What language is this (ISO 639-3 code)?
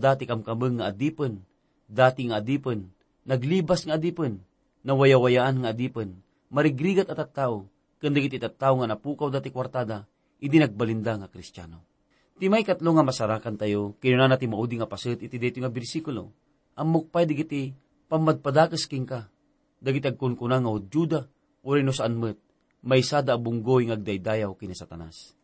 ilo